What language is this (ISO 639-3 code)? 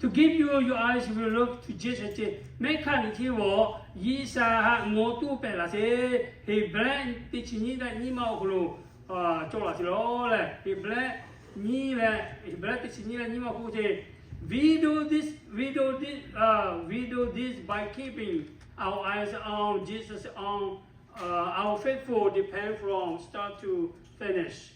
lhu